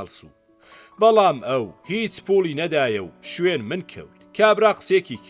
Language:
Central Kurdish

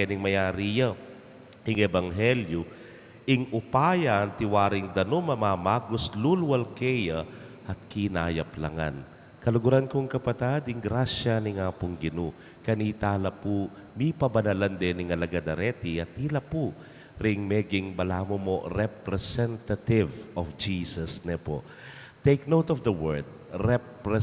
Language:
Pampanga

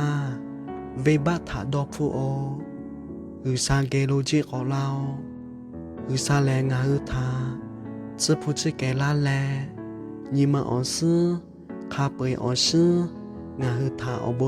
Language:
Lahu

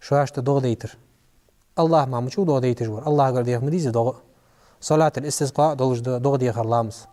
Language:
Ingush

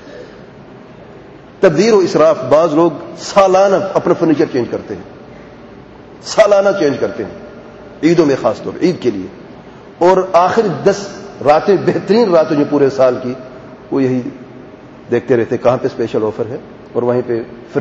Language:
Urdu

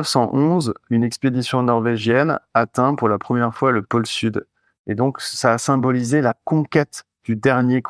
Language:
French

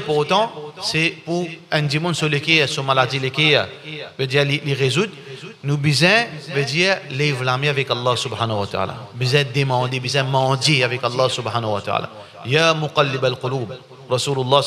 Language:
Morisyen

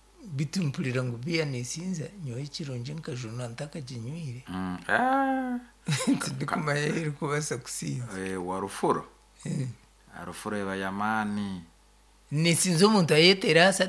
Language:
Nyoro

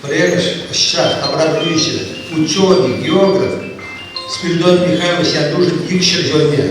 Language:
Chuvash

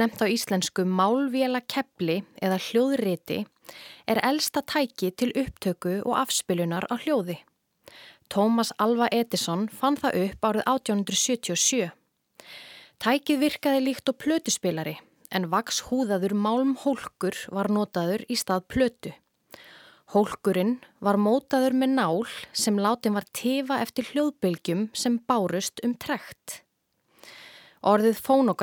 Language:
Icelandic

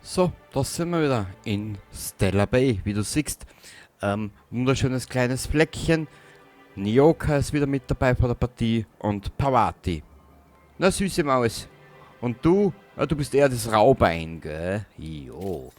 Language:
Bavarian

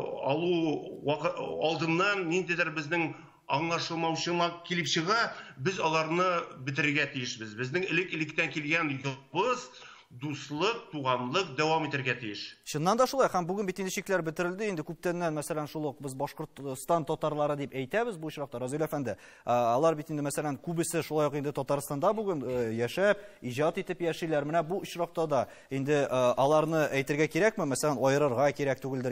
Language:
Tatar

